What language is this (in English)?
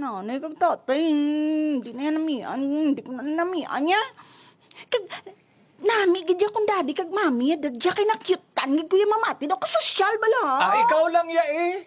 Hiligaynon